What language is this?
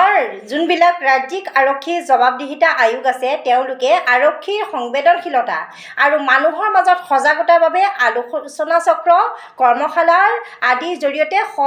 Assamese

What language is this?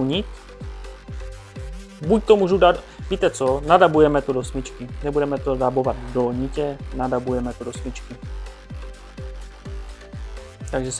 Czech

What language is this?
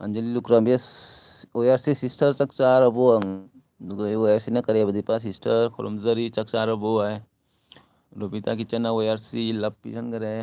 Manipuri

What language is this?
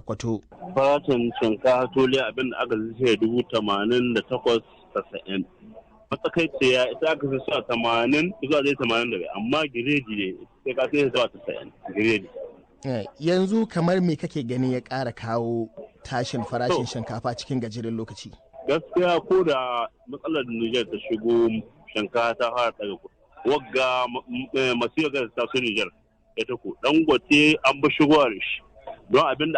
Hausa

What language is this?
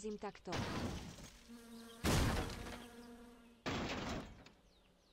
Slovak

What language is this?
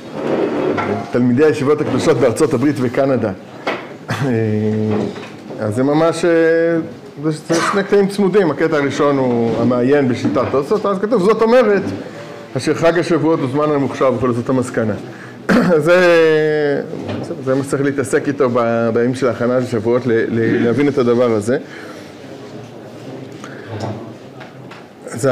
Hebrew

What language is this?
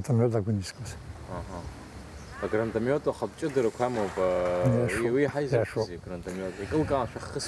Abkhazian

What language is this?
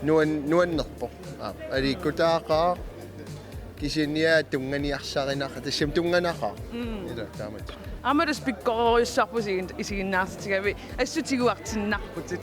Kalaallisut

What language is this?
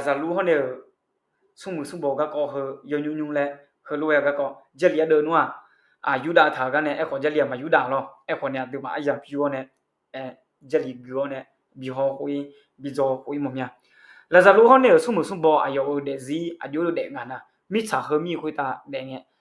Akha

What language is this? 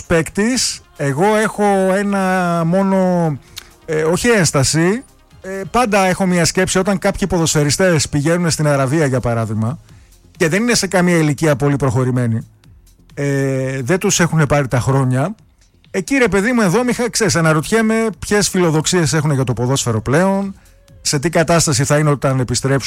Greek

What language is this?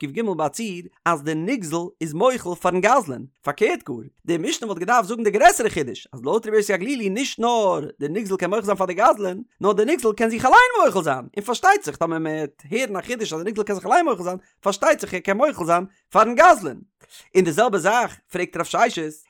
Yiddish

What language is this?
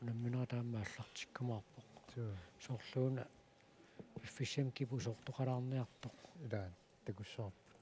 Kalaallisut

